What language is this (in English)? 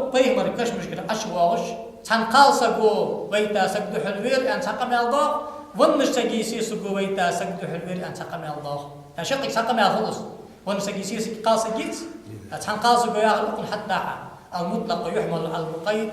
Ingush